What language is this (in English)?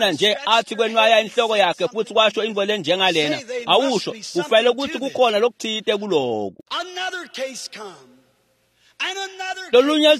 Swati